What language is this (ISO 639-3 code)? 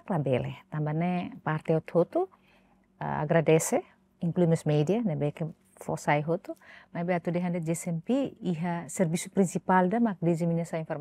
tet